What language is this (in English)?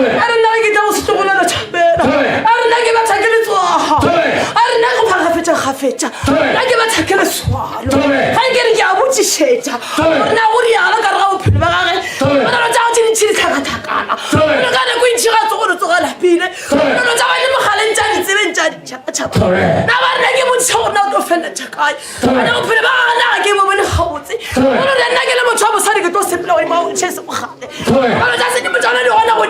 Northern Sotho